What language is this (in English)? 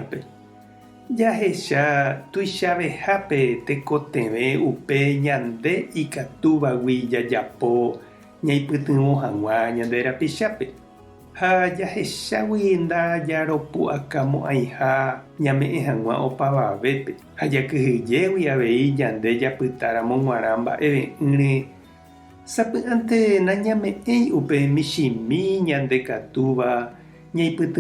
Guarani